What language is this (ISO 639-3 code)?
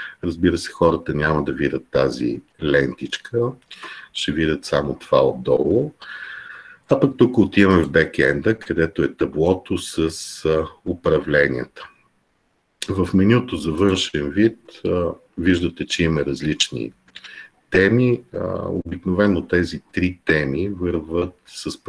bul